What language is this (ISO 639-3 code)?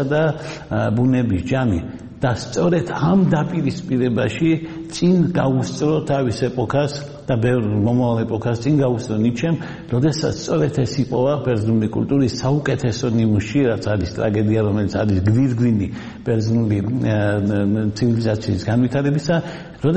kat